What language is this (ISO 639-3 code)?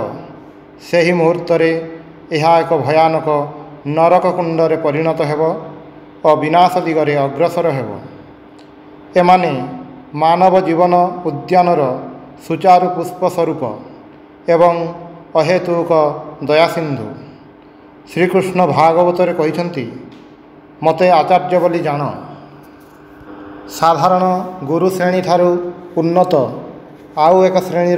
ori